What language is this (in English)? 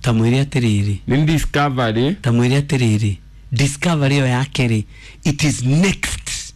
Kikuyu